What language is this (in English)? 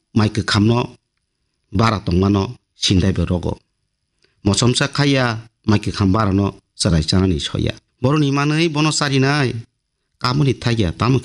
Kok Borok